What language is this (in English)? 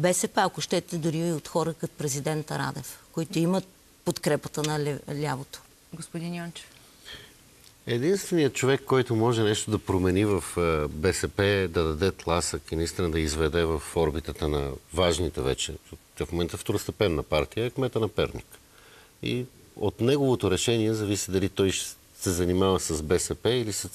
Bulgarian